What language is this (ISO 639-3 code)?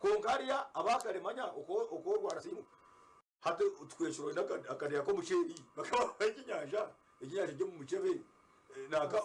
nyn